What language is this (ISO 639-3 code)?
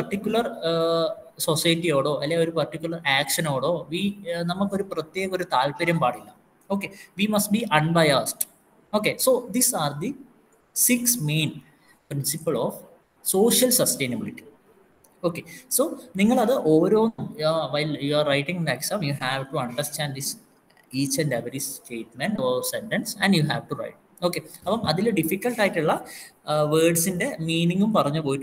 mal